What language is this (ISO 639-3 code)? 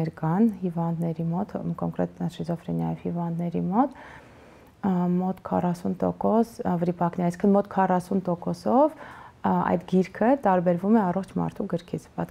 hye